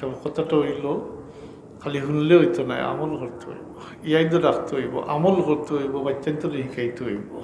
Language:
Sylheti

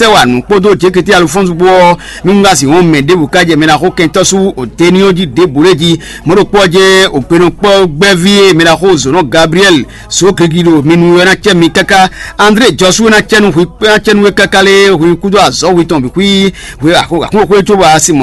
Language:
Fon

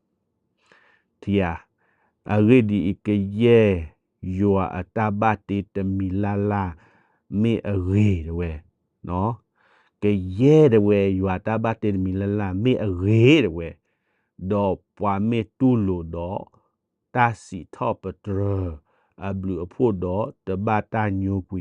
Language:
S'gaw Karen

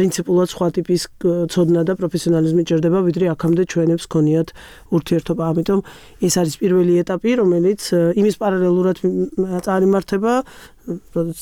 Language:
Georgian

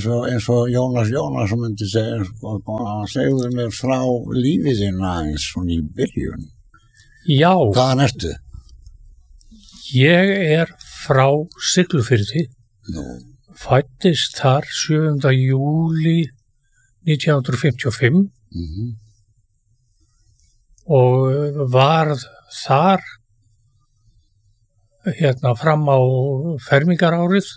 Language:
Icelandic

